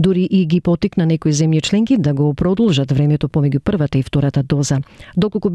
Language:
Macedonian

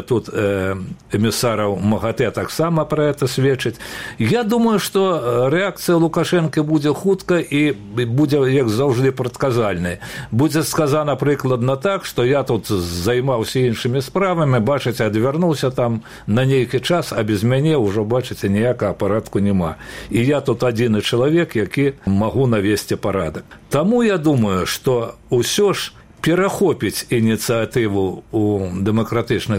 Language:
Belarusian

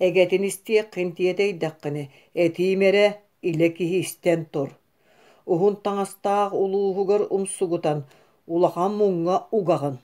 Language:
Yakut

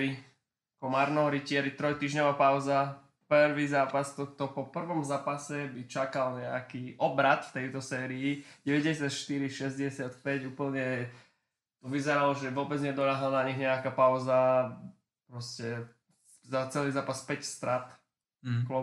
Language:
Slovak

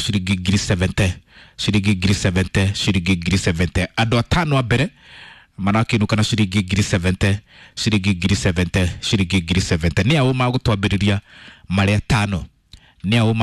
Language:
Kikuyu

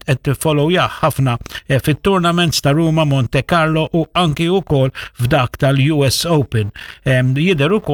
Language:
Maltese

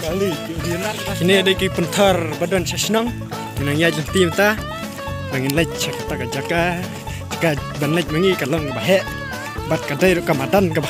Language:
Khasi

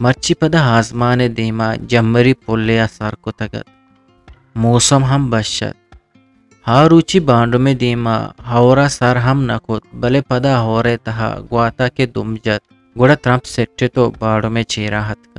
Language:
Eastern Balochi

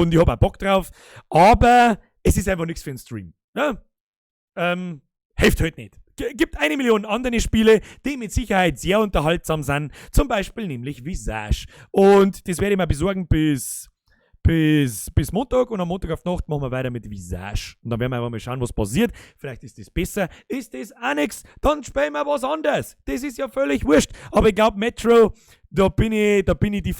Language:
Bavarian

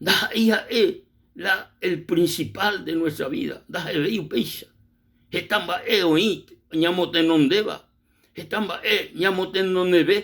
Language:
Guarani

